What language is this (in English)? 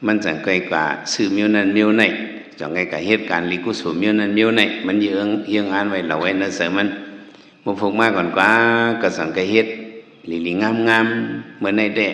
Shan